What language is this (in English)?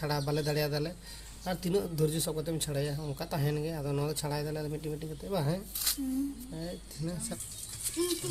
Santali